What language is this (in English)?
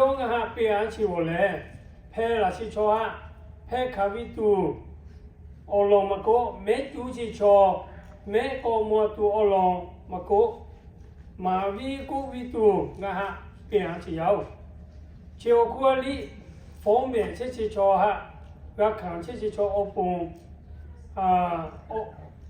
Lahu